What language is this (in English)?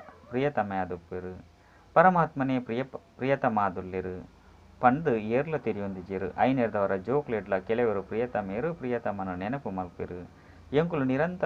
Tulu